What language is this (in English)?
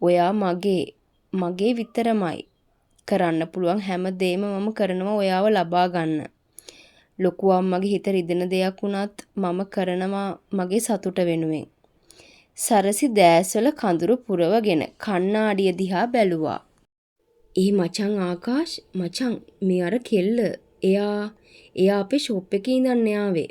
Sinhala